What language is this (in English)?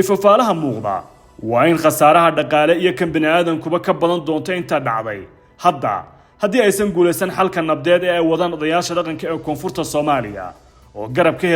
Somali